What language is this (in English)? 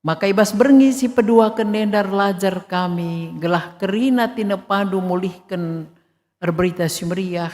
Batak Karo